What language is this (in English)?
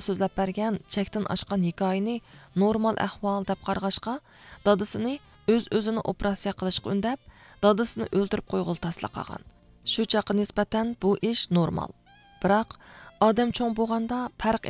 Uyghur